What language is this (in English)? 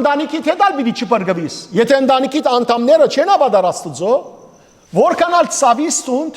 Western Armenian